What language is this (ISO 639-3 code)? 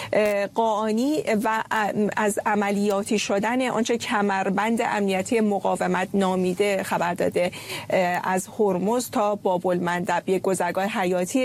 fas